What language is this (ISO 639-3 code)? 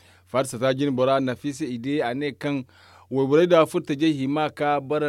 dje